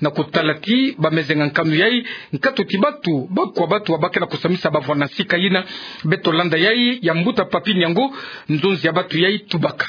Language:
Kituba (Democratic Republic of Congo)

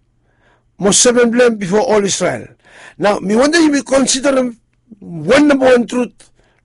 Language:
Bislama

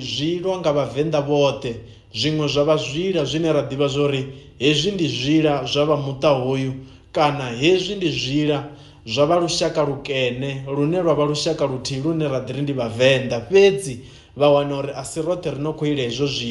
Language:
Venda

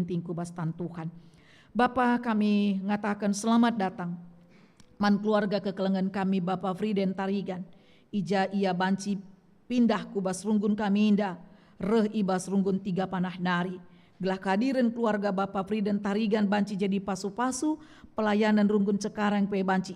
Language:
Batak Karo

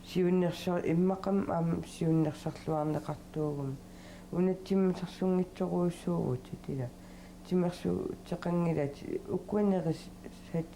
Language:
Kalaallisut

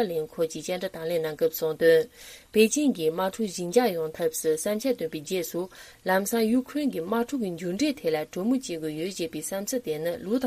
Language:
Tibetan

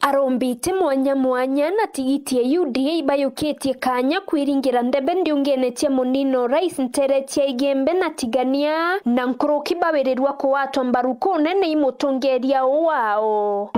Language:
Meru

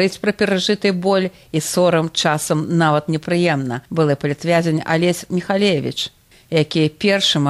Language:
Belarusian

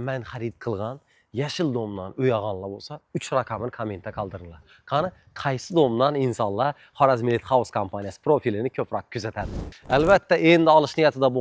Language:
Uzbek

